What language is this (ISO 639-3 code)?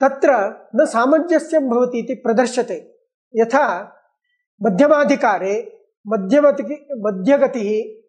san